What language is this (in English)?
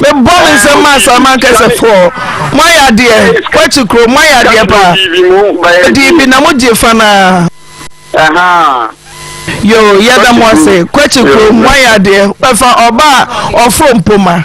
Akan